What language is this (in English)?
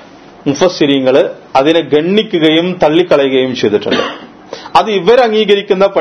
Malayalam